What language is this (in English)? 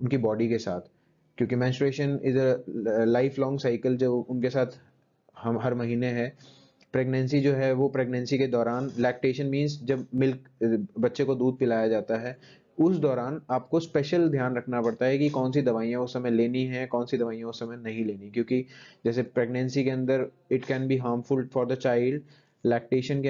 Hindi